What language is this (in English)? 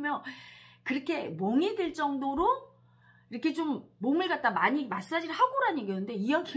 Korean